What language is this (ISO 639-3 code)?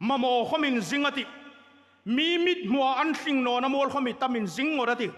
hmr